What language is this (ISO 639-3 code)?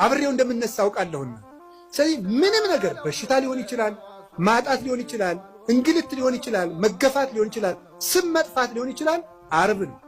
amh